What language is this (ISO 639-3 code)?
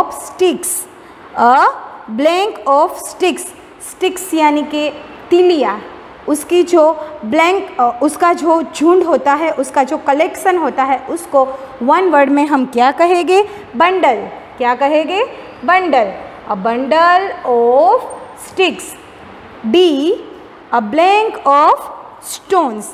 hin